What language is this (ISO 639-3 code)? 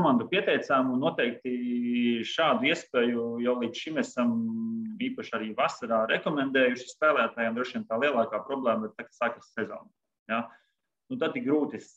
lav